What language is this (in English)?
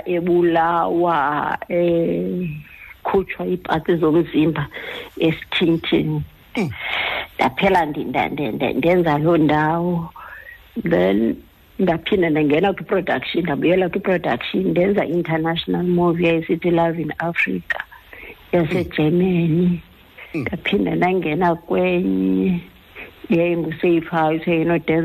Xhosa